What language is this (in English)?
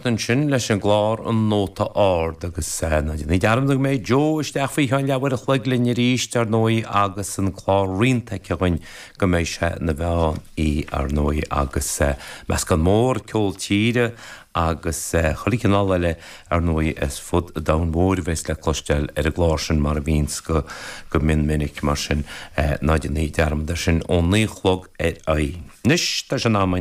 Irish